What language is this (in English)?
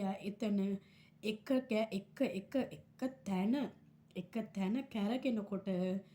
Sinhala